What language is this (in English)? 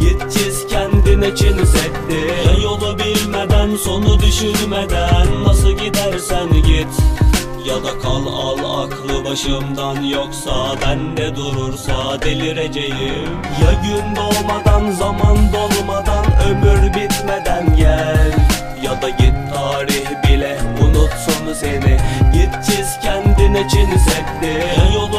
Turkish